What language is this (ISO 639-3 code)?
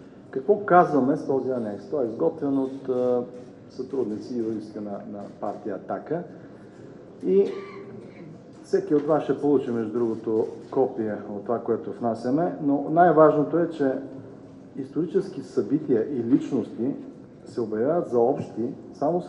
bul